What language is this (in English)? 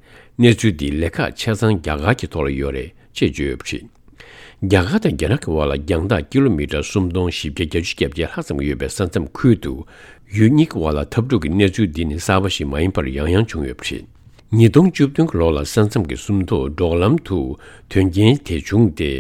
Tibetan